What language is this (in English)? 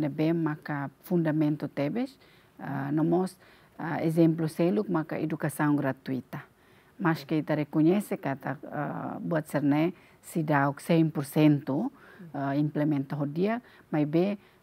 Tetum